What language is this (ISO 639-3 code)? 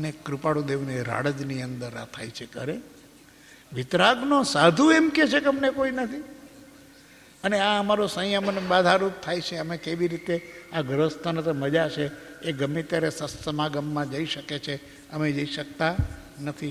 guj